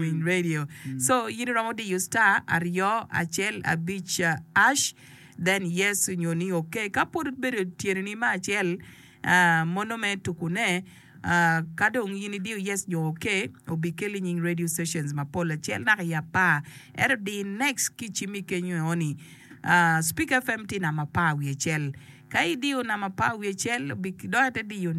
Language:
Acoli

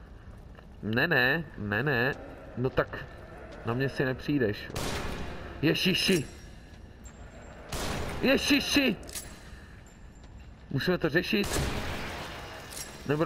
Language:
Czech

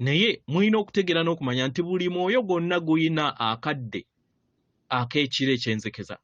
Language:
Ganda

